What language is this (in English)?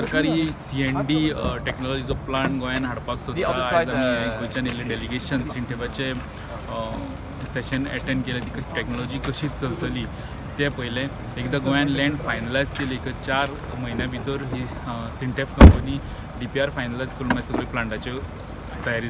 Konkani